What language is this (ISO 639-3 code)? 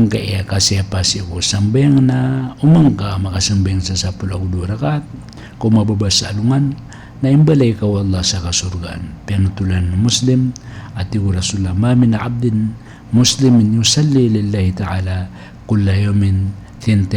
mrw